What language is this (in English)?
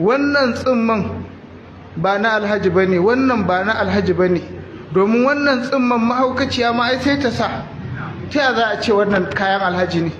Hausa